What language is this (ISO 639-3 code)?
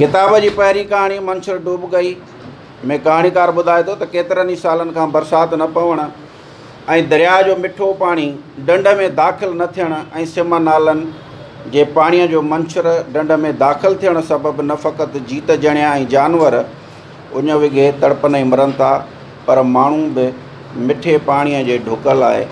snd